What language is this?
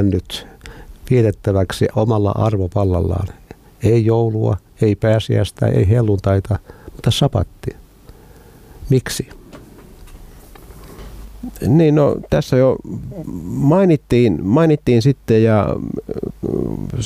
Finnish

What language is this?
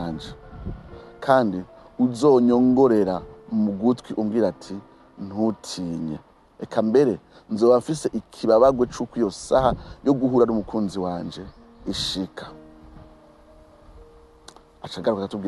Rundi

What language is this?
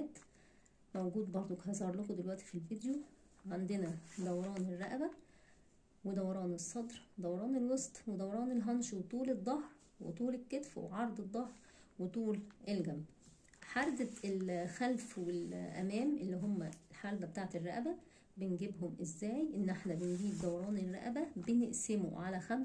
Egyptian Arabic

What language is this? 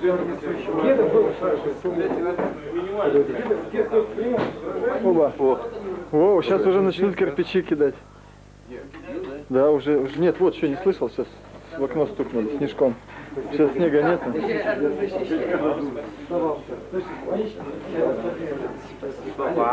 Russian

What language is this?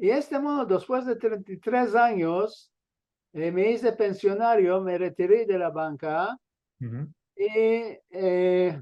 Ladino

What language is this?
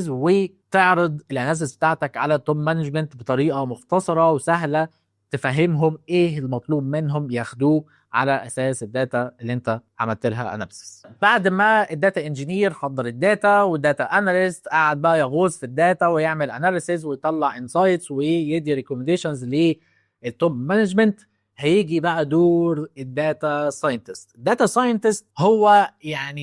Egyptian Arabic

